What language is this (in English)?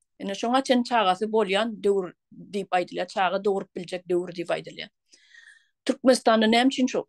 Turkmen